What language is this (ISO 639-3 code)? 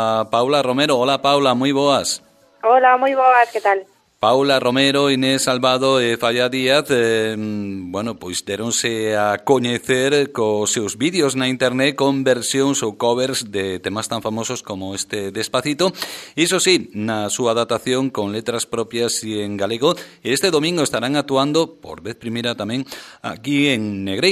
glg